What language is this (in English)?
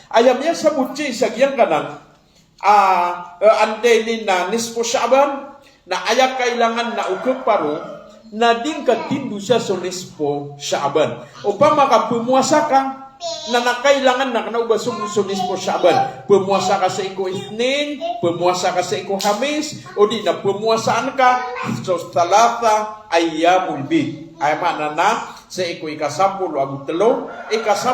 Maranao